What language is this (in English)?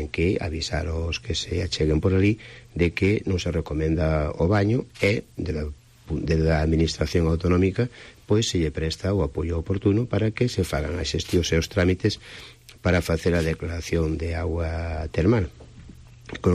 Galician